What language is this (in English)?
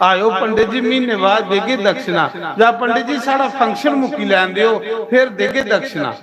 Dogri